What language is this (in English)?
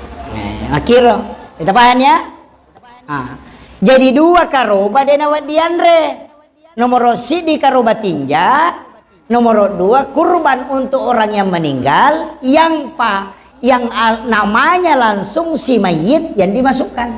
Buginese